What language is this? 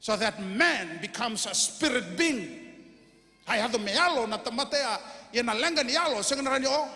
Fijian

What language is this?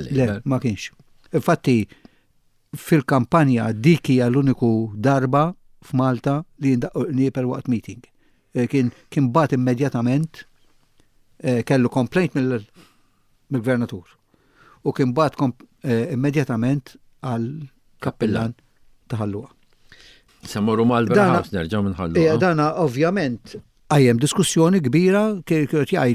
Maltese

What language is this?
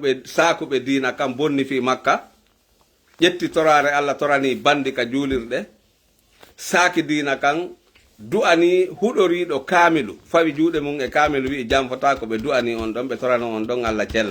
Fula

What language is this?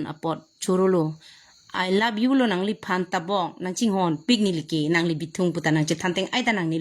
Karbi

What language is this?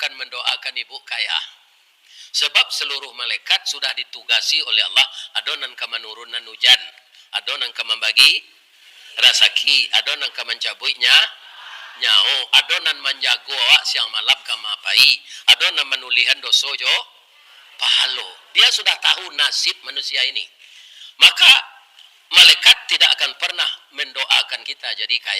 Minangkabau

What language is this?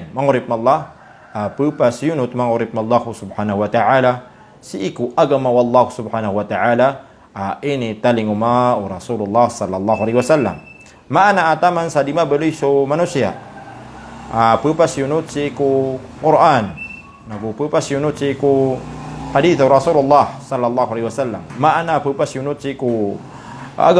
Maranao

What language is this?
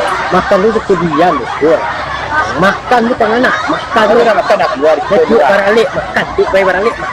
Minangkabau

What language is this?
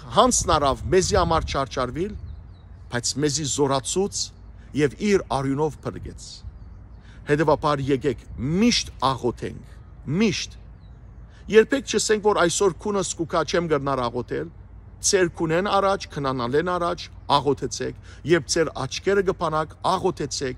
Western Armenian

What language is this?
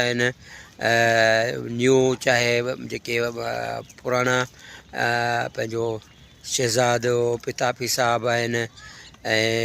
Sindhi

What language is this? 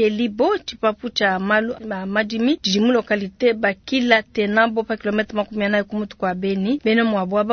Luba-Lulua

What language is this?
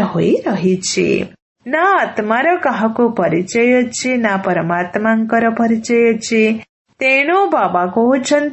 Odia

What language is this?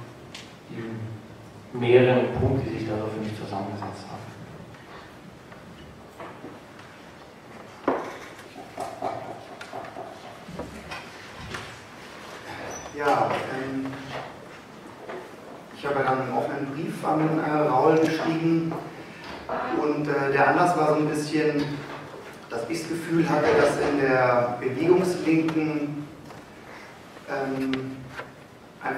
German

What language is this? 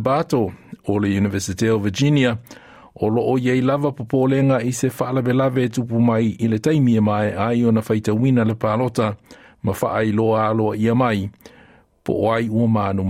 Samoan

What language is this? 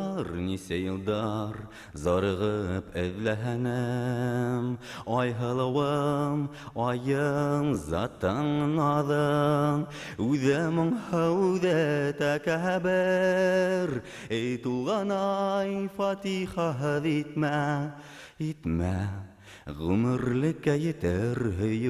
Bashkir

